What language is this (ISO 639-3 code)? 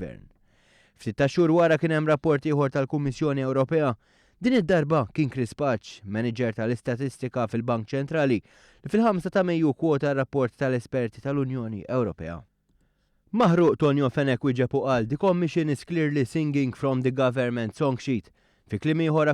mlt